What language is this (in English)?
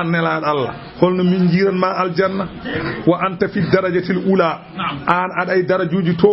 Fula